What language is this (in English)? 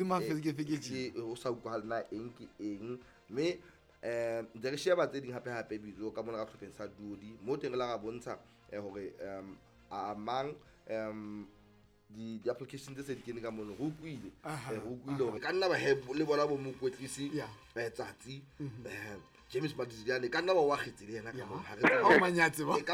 Southern Sotho